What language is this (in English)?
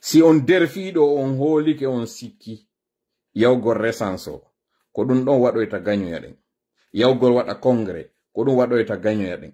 Fula